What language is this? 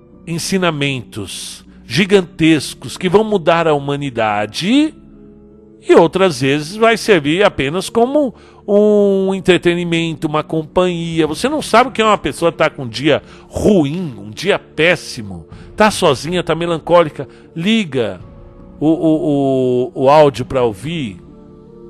Portuguese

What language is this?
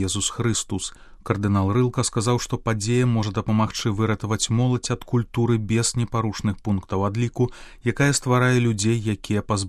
Belarusian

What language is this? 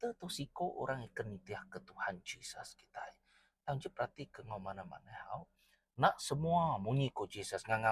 Iban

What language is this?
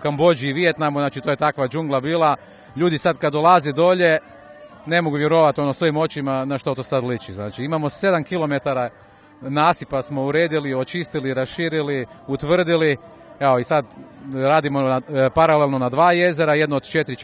Croatian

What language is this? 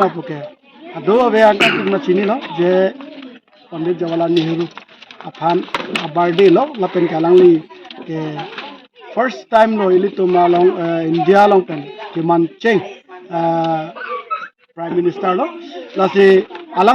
Karbi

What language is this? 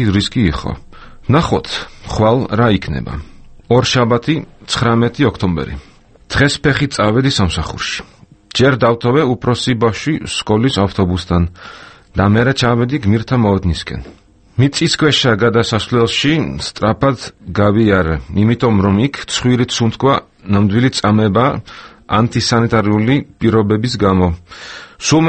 Georgian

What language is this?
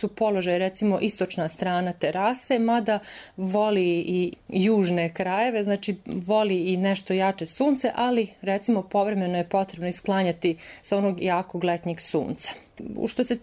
Serbian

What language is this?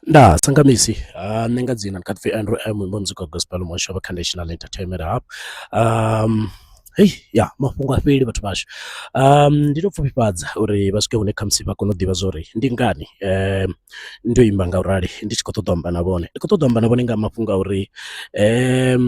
Venda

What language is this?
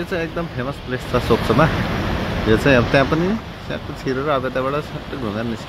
Nepali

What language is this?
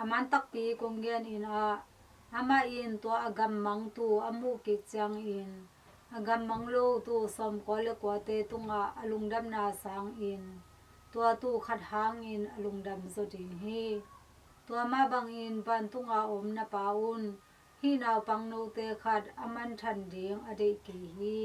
Tedim Chin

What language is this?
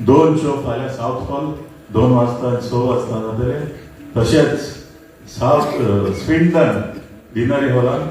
Konkani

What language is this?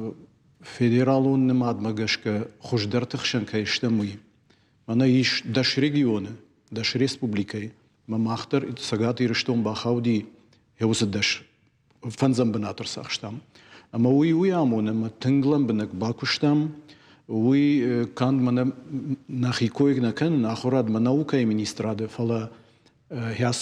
Ossetic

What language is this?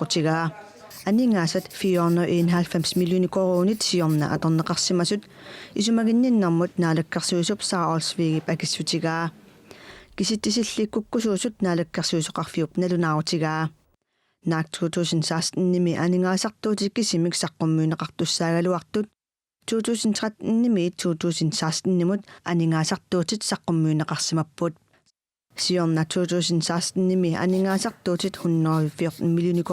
Kalaallisut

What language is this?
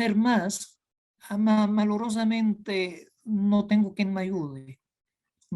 Ladino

